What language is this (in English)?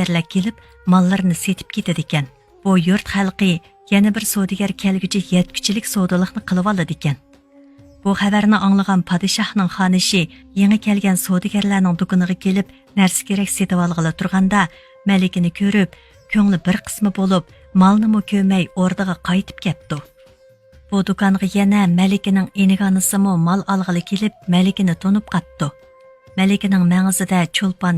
Uyghur